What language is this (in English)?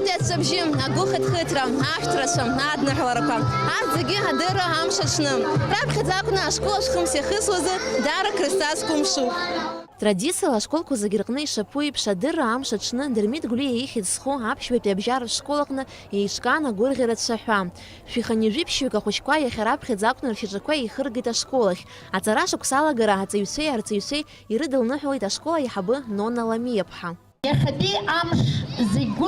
Abkhazian